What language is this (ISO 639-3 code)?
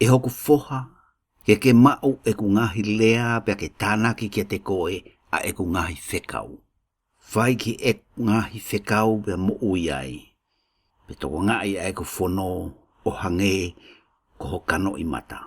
ton